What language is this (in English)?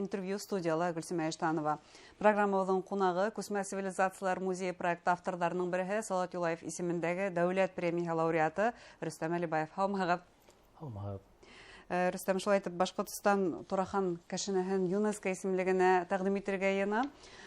Bashkir